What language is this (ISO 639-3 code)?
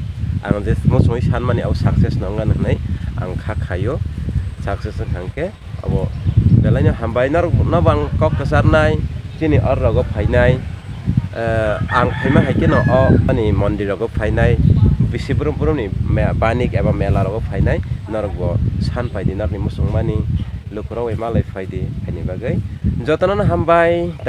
trp